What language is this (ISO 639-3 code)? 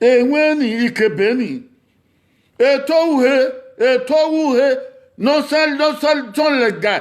bin